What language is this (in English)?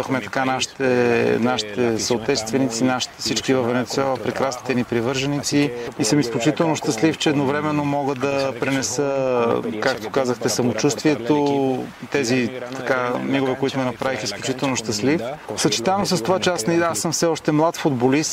Bulgarian